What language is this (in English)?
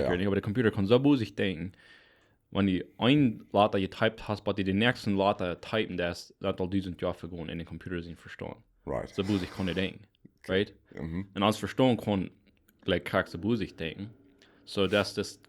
Plautdietsch